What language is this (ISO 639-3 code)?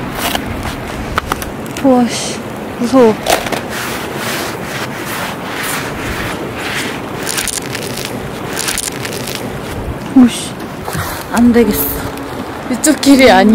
kor